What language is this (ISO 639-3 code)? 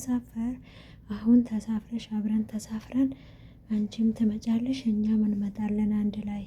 amh